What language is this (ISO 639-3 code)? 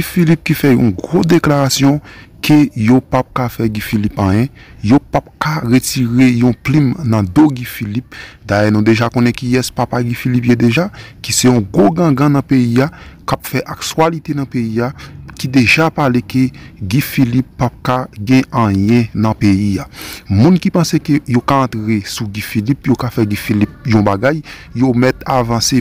hat